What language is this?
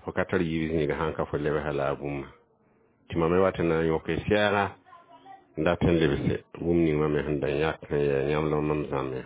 Mossi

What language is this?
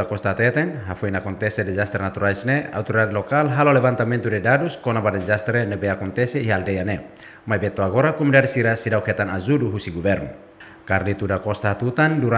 Tetum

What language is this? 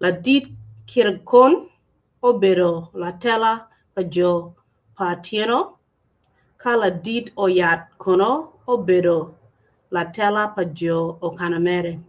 Acoli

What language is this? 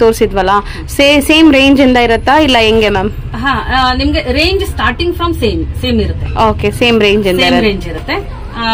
Kannada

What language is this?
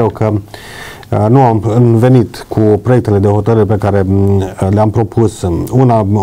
Romanian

